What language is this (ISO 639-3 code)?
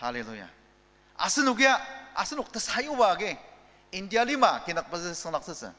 njo